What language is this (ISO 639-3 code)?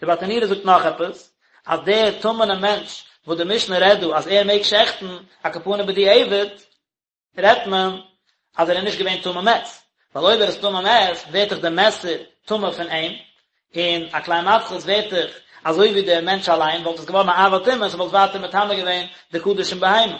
yid